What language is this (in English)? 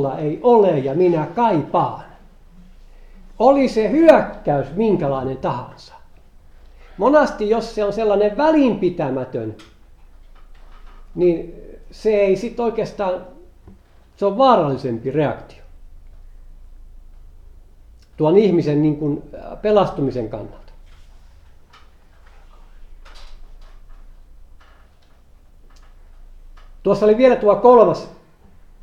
Finnish